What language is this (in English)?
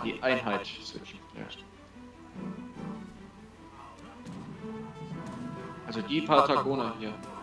German